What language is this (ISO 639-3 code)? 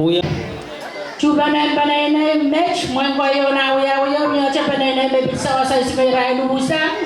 pon